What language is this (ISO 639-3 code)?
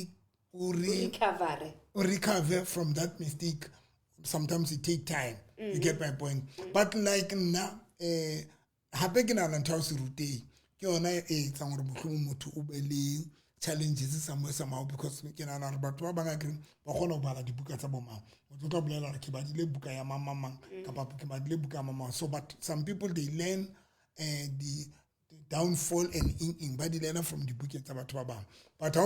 sot